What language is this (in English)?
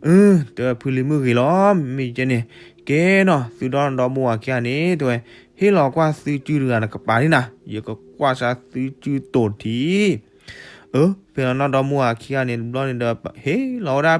S'gaw Karen